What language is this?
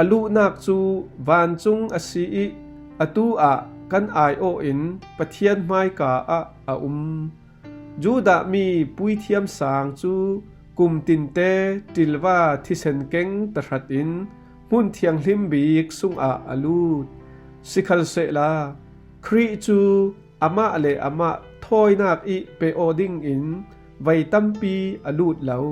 Falam Chin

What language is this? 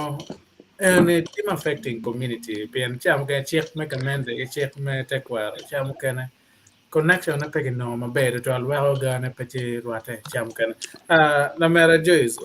Acoli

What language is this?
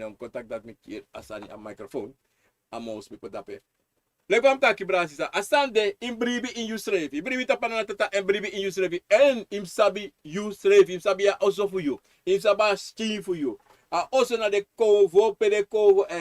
Sranan Tongo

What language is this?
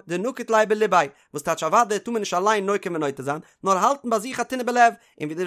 Yiddish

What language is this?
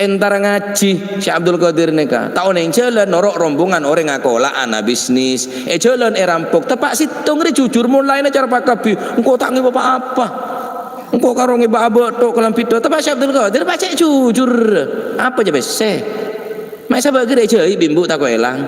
Madurese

